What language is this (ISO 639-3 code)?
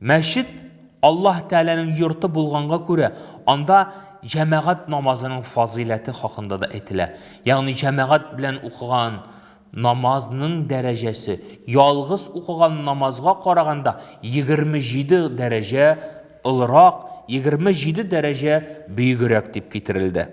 tat